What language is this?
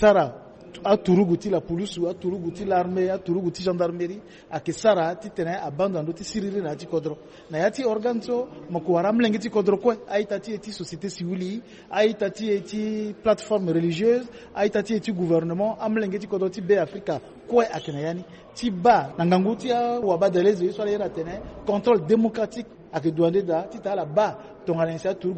Sango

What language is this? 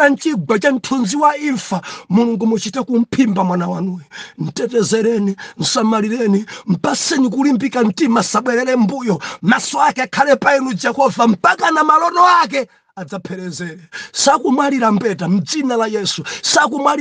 Nyanja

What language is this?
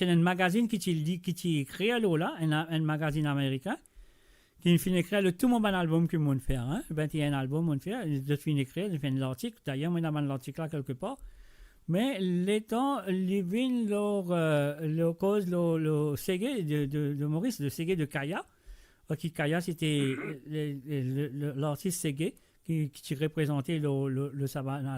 Morisyen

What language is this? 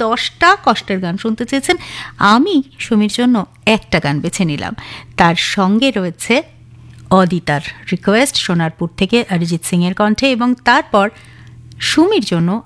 Bangla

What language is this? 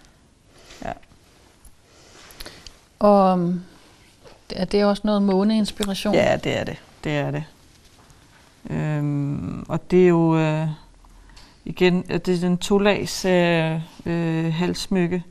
Danish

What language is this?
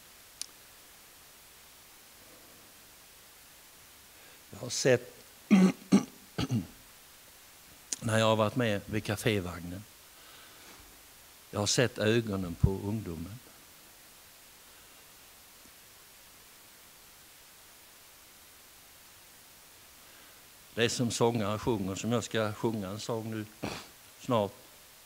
Swedish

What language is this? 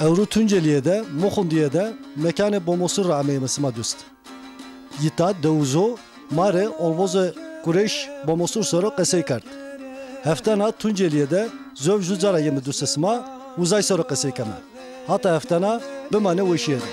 Zaza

